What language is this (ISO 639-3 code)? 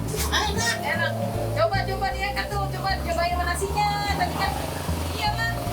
bew